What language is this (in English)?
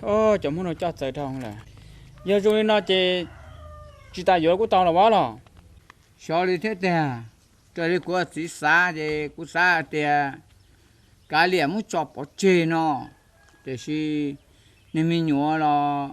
Hmong